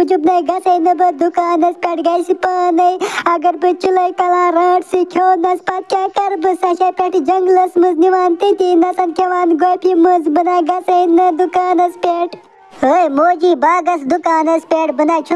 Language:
Kashmiri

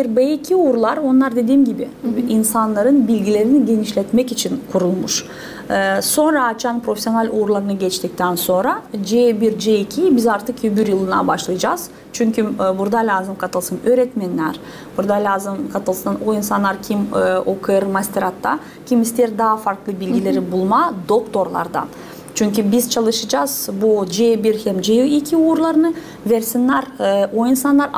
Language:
Gagauz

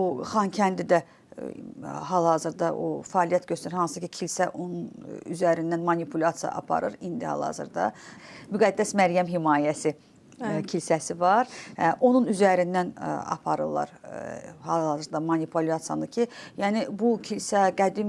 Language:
Azerbaijani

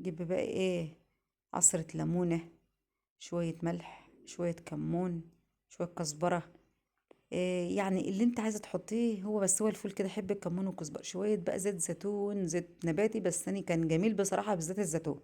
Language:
Egyptian Arabic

